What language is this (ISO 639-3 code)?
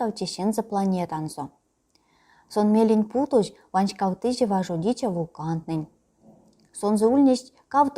myv